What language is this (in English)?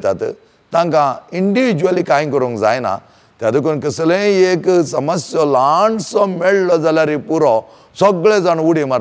Konkani